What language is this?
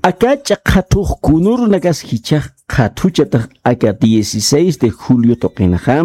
Aymara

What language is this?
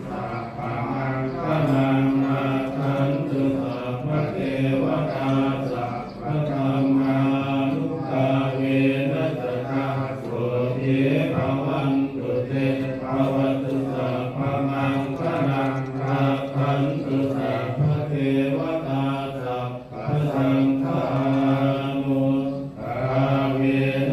Pali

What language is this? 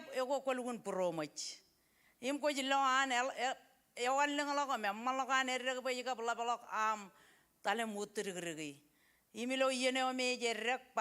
Marshallese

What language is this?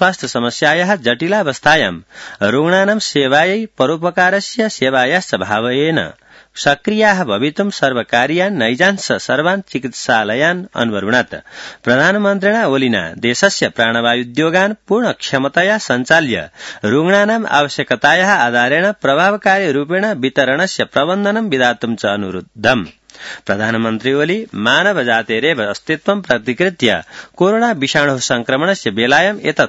Sanskrit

